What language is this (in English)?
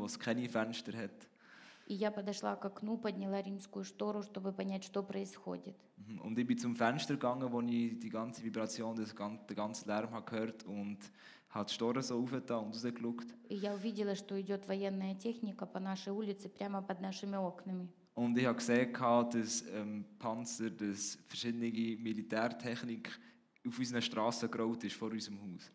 Swiss German